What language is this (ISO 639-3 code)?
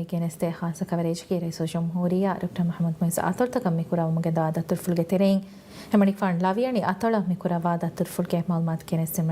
div